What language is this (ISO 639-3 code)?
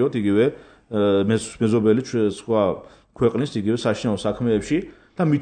kat